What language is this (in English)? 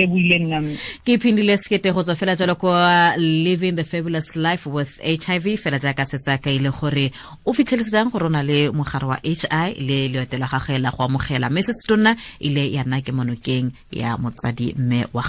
Tswana